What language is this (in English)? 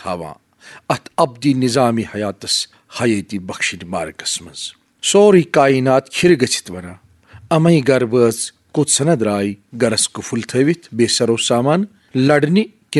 Kashmiri